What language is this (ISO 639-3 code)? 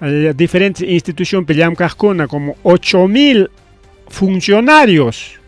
quy